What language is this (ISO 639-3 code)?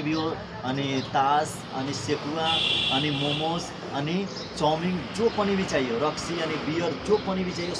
nep